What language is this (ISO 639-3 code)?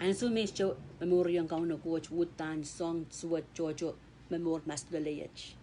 pon